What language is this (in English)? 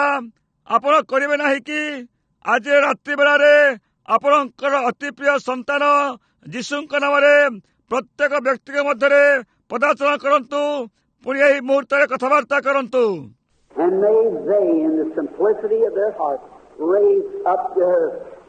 Odia